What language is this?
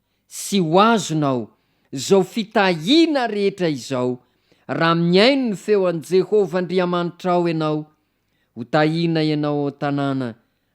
Malagasy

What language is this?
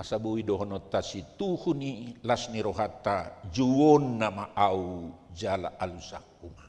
Batak Toba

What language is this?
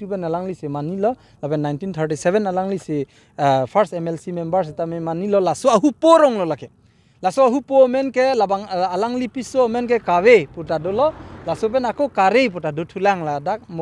Karbi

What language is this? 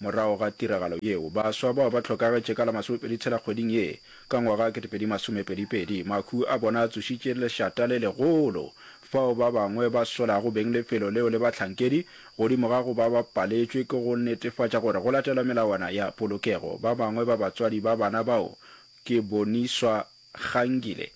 Northern Sotho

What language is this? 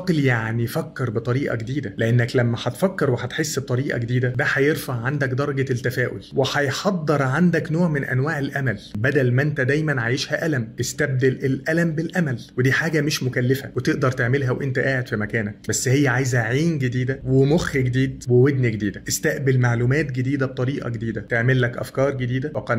Egyptian Arabic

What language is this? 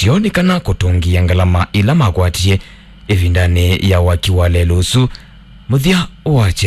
Kamba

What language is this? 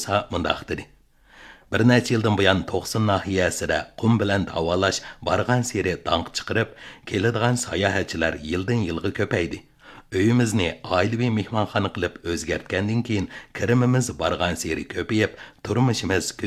Uyghur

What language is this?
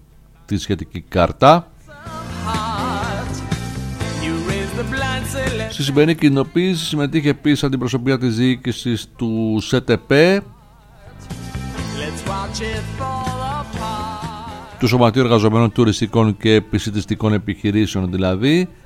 Greek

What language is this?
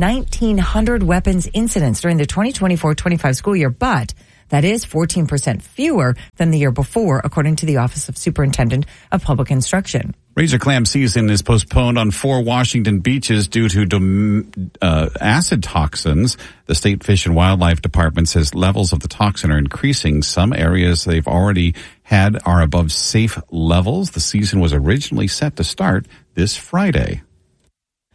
English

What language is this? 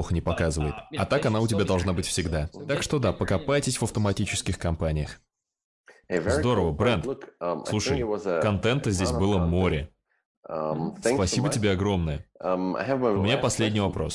Russian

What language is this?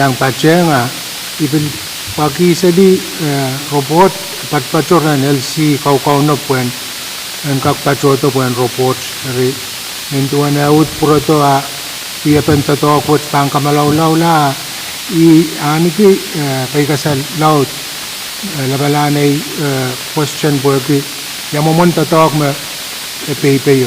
Pohnpeian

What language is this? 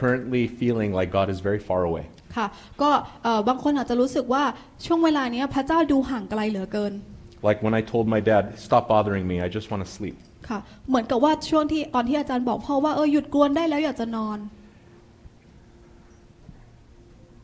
Thai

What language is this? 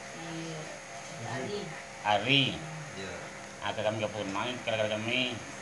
Minangkabau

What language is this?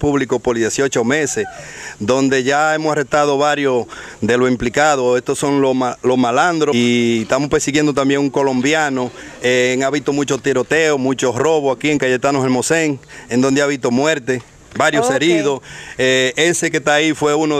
Spanish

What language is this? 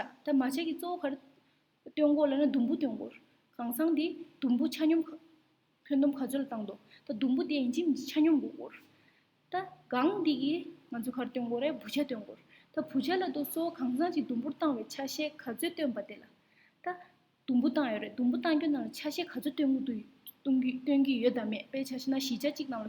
Tibetan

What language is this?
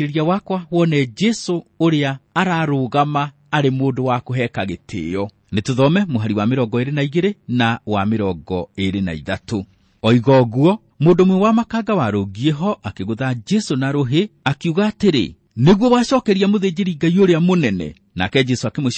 Kikuyu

